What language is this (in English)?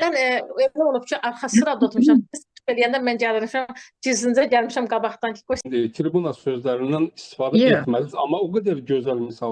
Azerbaijani